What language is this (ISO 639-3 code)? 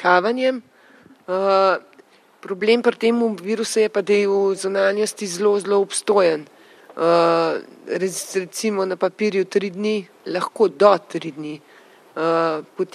slv